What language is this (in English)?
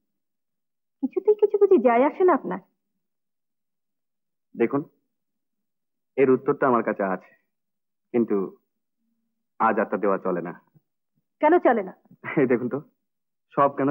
Bangla